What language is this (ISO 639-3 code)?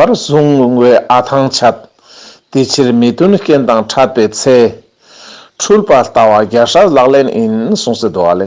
lbj